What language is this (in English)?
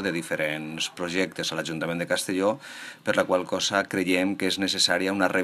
Catalan